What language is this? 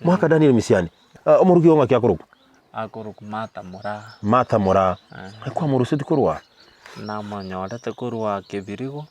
Gusii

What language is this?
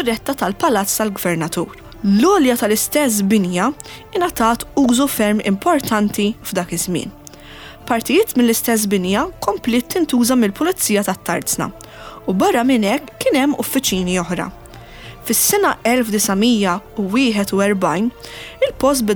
Maltese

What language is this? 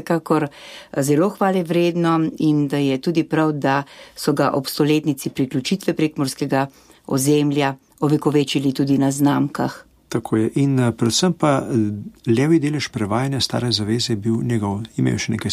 Slovenian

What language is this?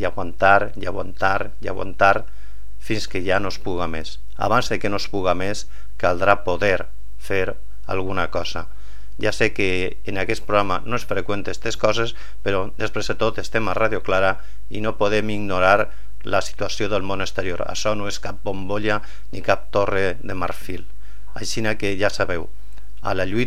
Catalan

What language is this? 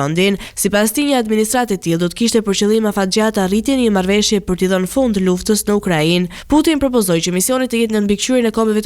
Albanian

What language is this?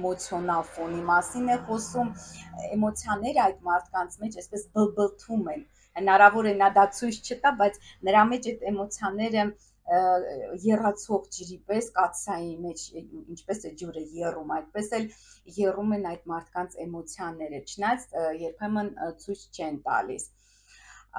Armenian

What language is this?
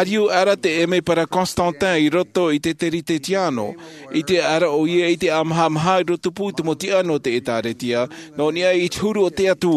Tahitian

